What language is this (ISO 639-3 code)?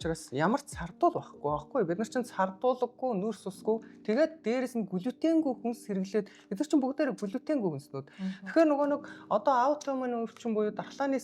mon